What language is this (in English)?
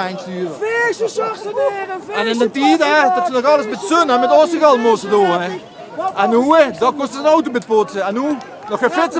Limburgish